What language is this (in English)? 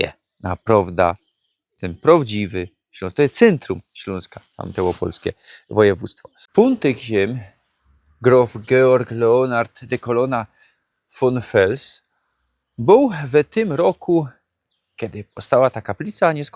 Silesian